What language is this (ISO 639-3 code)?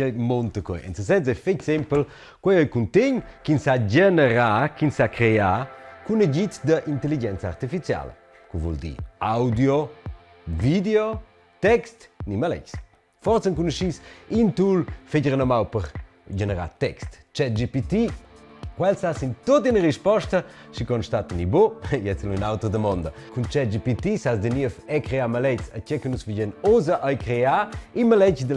roh